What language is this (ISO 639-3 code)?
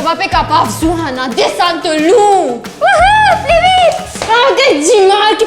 mfe